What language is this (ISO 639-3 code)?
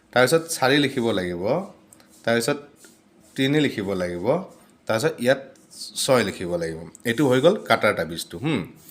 asm